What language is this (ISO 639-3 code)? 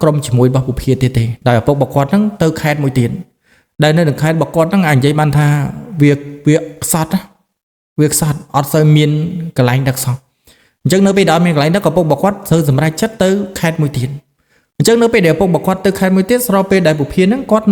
khm